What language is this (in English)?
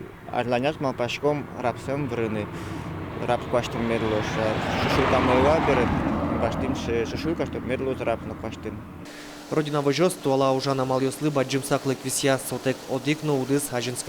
Udmurt